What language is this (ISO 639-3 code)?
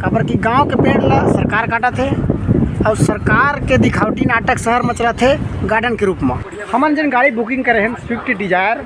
hne